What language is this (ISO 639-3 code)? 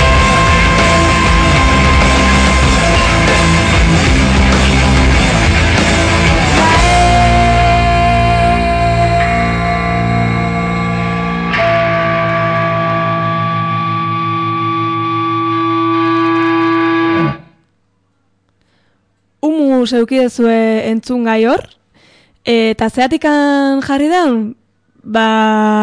eus